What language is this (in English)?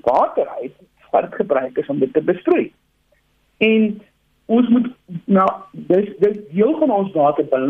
Afrikaans